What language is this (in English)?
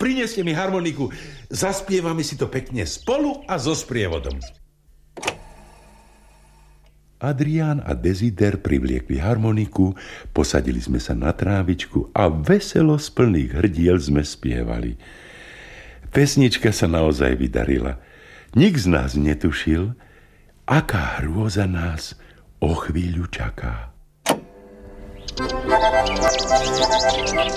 Slovak